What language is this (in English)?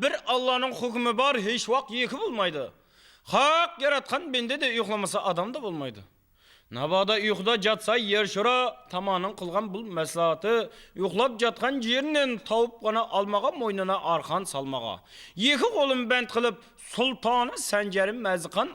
Kara-Kalpak